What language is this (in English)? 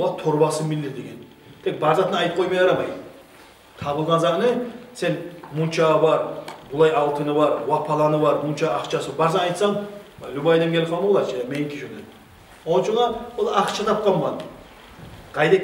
Kumyk